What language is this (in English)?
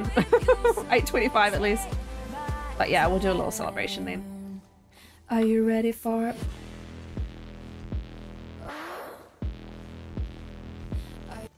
English